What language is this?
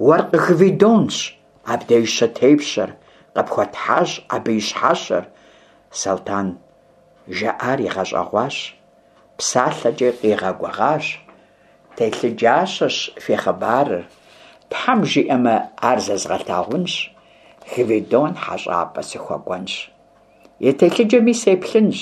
Kabardian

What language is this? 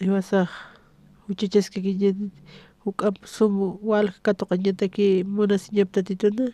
Aymara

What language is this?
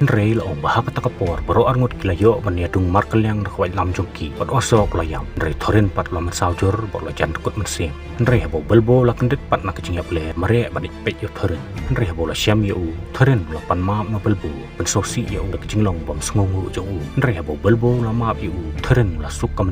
Khasi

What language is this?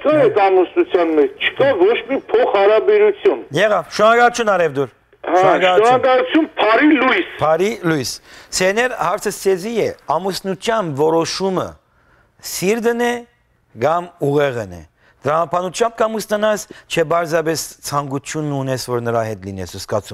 Western Armenian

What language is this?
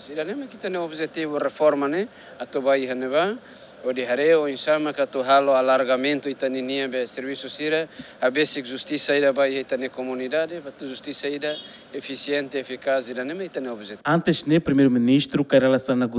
Tetum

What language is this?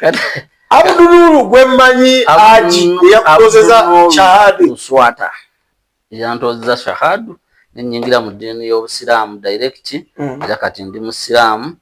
Ganda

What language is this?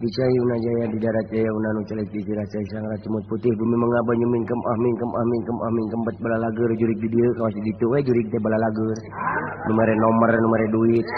Sundanese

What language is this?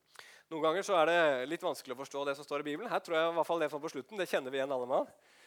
Norwegian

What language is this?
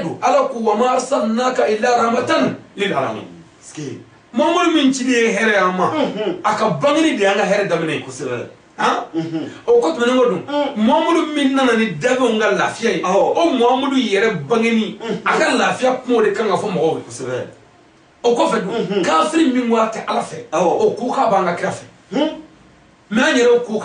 Bambara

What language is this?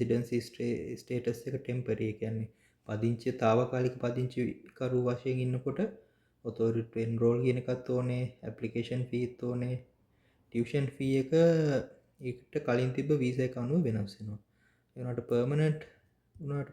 Sinhala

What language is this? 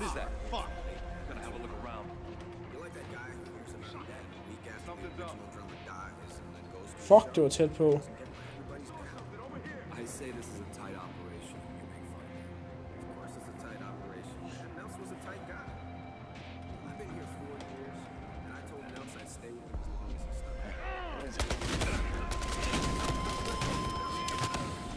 Danish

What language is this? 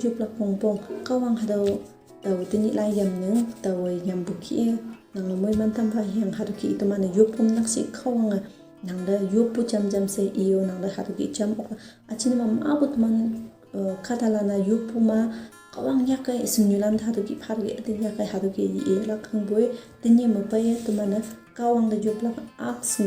Konyak Naga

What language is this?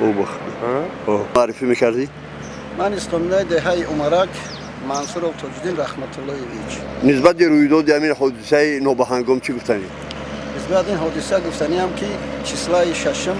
Tajik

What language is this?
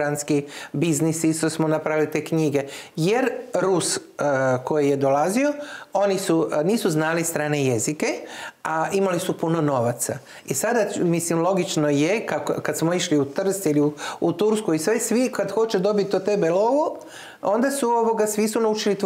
Croatian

